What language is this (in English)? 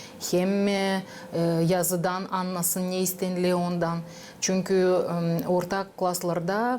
Gagauz